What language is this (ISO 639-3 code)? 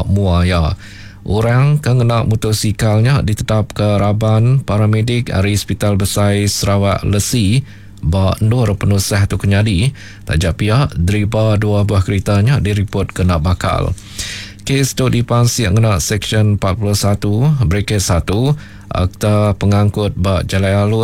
iba